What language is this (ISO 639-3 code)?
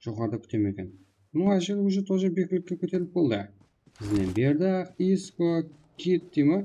kaa